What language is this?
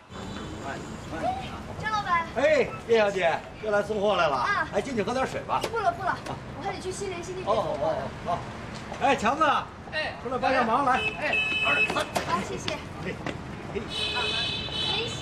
Chinese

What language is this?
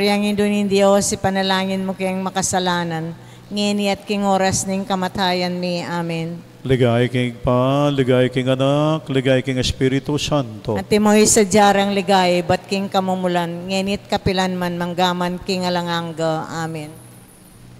Pampanga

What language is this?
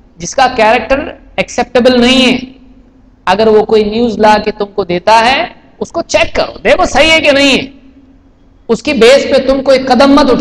Urdu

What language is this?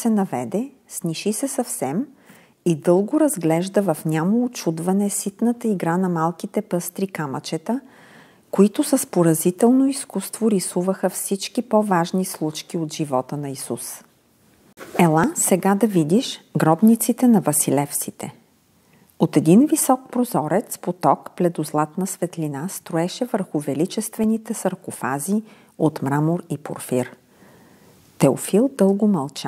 Bulgarian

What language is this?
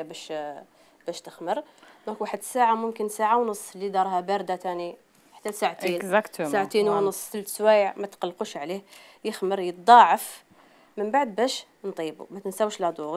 Algerian Arabic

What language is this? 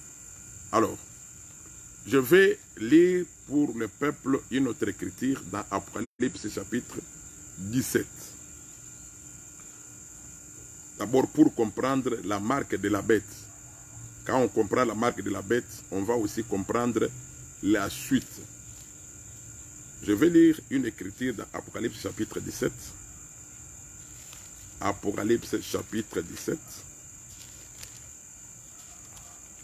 French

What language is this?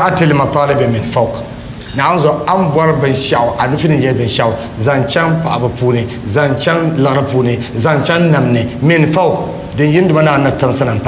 Dagbani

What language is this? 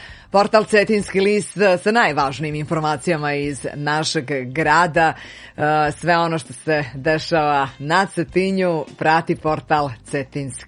Serbian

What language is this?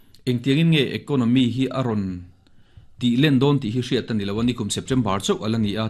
Mizo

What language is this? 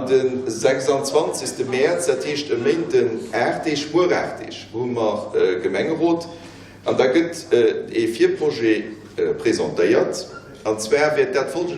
Luxembourgish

